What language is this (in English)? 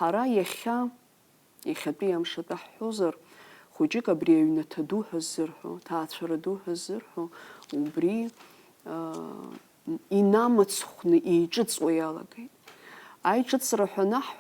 Abkhazian